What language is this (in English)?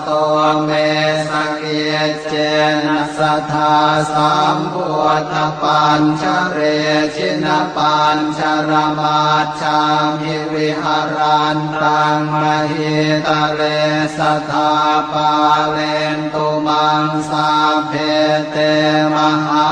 Pali